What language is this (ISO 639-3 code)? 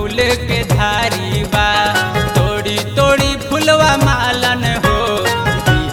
bho